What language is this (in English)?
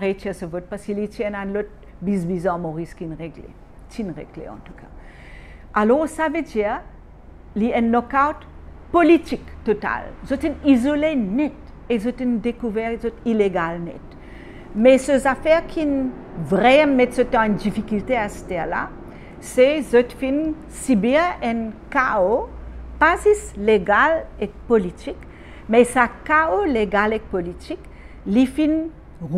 Morisyen